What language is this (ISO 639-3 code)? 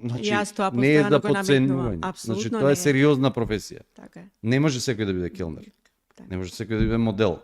mkd